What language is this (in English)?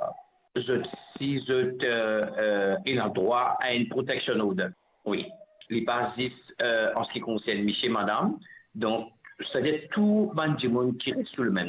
Morisyen